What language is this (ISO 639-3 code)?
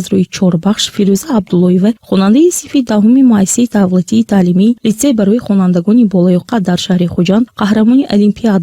tgk